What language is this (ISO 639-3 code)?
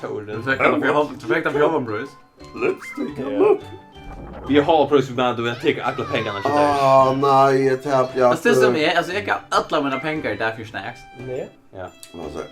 fao